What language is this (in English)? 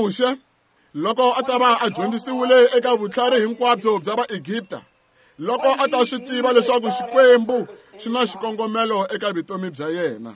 Tsonga